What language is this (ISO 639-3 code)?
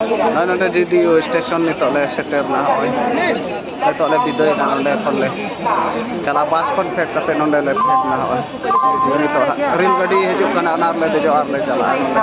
sat